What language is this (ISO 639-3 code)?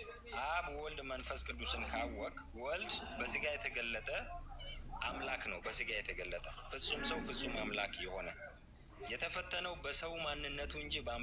amh